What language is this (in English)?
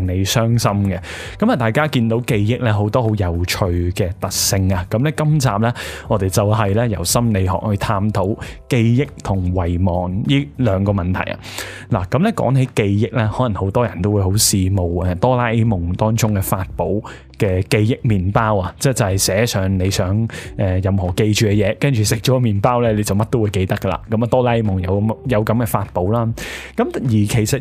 Cantonese